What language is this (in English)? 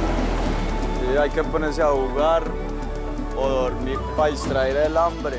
Spanish